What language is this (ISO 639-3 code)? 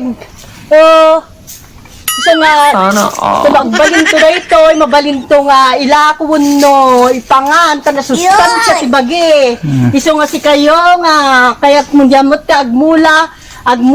ilo